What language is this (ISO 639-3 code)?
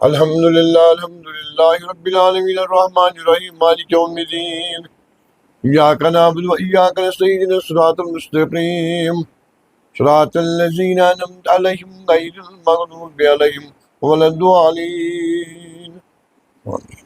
kas